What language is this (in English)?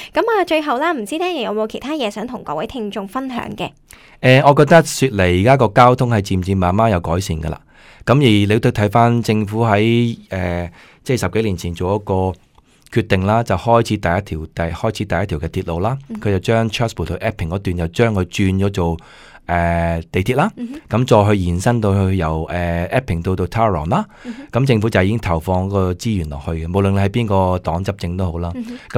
Cantonese